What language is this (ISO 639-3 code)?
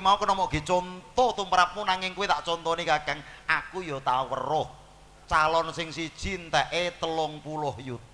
jav